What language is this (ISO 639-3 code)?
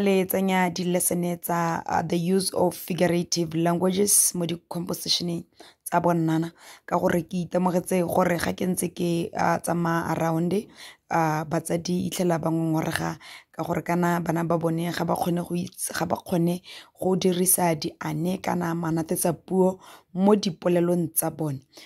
tsn